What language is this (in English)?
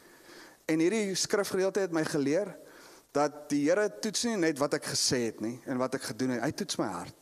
Afrikaans